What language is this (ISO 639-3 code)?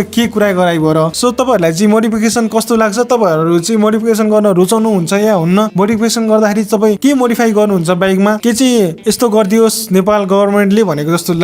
nep